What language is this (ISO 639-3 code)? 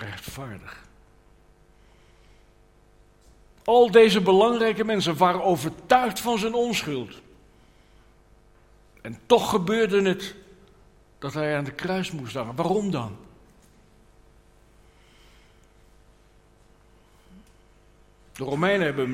nld